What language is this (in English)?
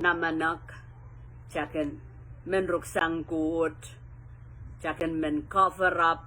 Pohnpeian